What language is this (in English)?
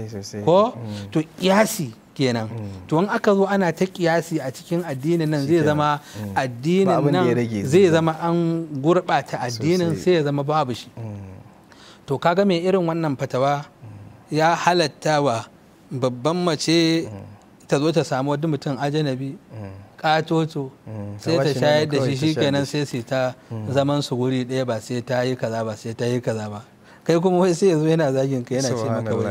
Hausa